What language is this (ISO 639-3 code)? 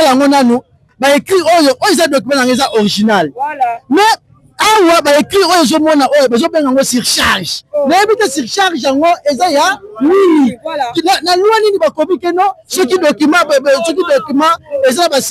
lin